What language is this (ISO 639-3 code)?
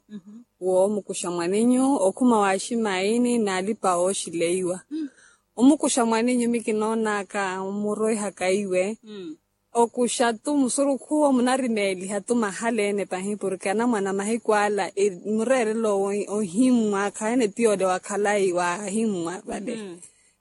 vmw